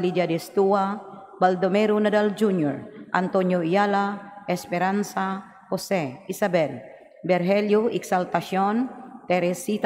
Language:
Cebuano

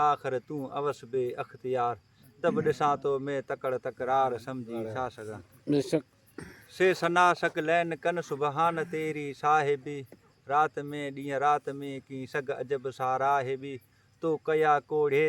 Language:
Sindhi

